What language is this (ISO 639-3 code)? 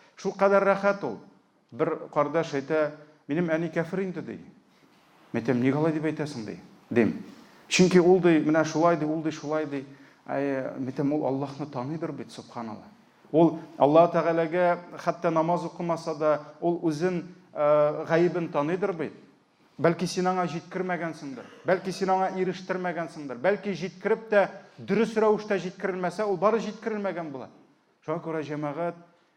tat